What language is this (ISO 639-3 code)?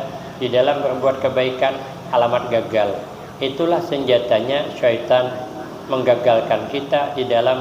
bjn